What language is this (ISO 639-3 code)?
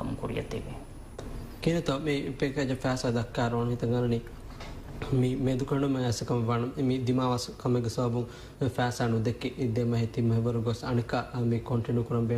div